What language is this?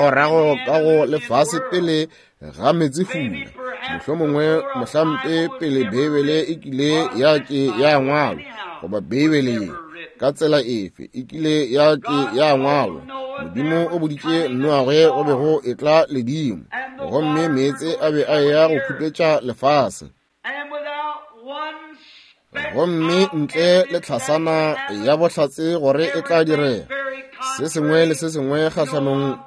Northern Sotho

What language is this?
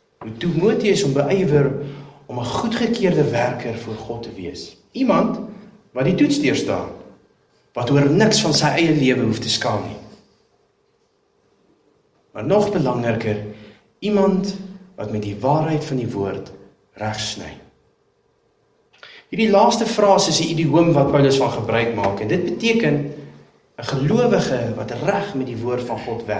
Afrikaans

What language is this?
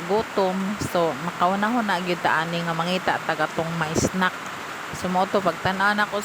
Cebuano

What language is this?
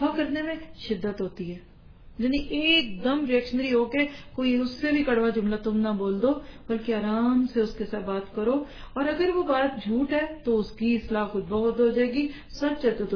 Urdu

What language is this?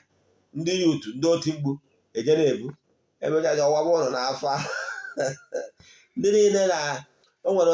Igbo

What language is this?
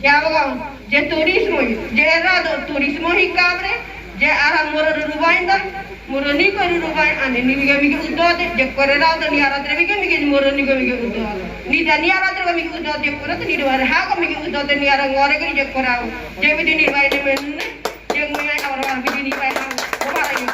Ngäbere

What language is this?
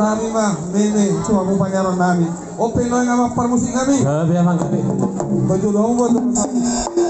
Batak Toba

